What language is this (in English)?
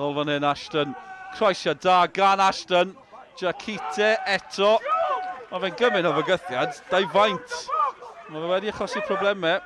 Welsh